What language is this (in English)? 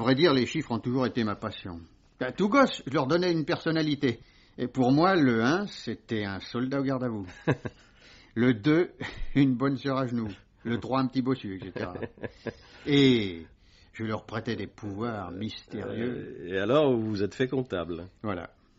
French